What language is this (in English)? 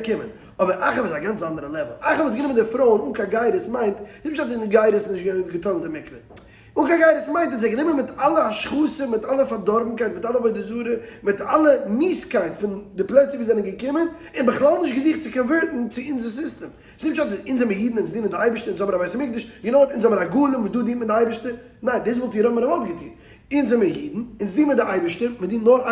Yiddish